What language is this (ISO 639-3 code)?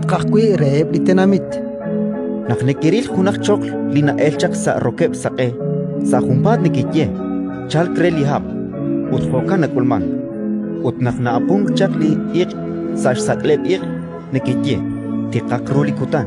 kek